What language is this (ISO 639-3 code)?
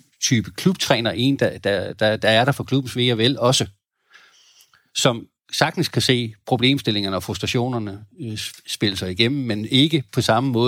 dan